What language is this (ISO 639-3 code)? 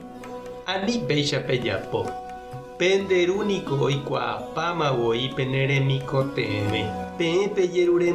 grn